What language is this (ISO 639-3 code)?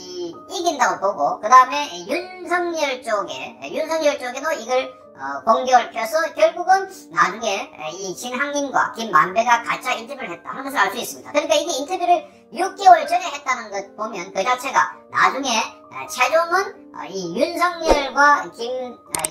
kor